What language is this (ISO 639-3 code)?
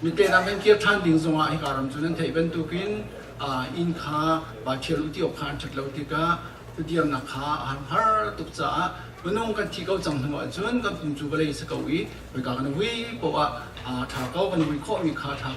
cnh